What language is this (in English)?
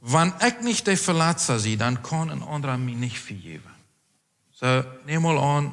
Plautdietsch